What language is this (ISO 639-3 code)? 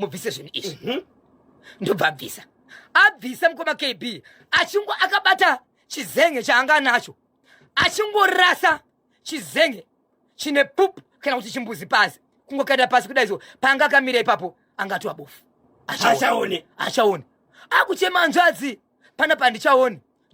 sna